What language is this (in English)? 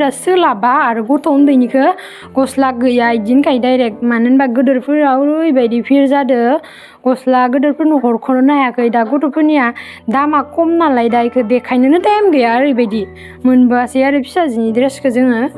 Bodo